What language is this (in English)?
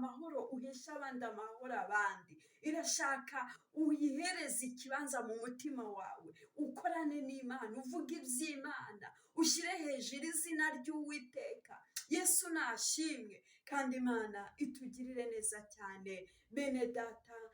Kinyarwanda